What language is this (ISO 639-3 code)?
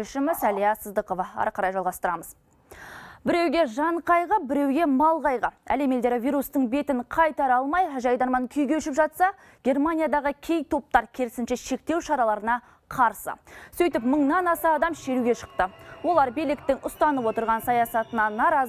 kaz